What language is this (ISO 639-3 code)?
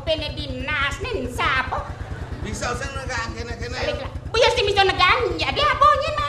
ban